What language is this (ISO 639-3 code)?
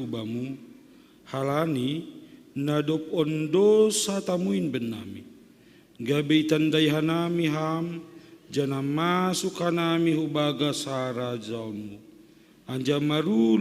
bts